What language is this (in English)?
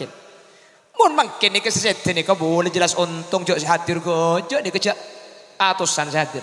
Madurese